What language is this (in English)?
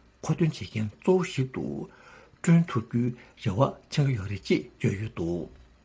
Tibetan